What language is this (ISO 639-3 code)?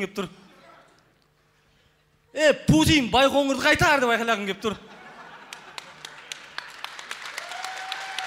kaz